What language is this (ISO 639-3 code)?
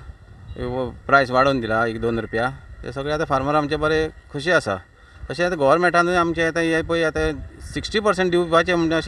kok